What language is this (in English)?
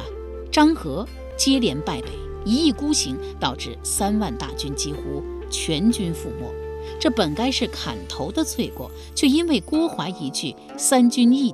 Chinese